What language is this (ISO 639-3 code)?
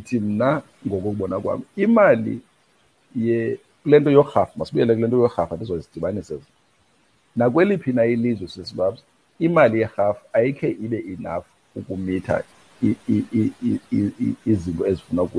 xho